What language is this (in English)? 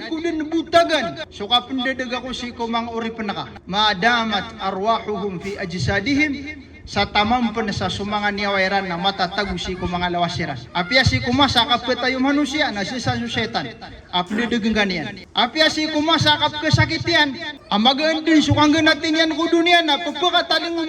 Maranao